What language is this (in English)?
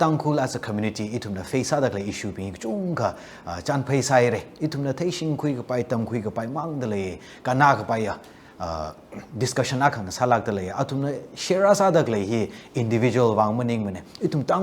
Tangkhul Naga (India)